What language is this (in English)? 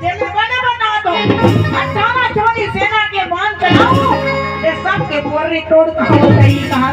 Chhattisgarhi